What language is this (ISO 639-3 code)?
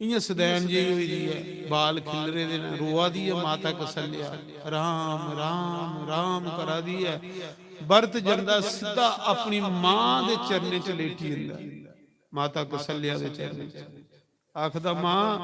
doi